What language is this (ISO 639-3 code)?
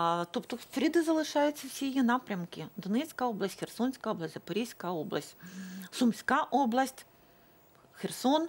ukr